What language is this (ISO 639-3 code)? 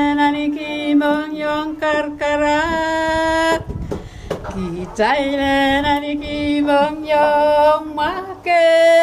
pon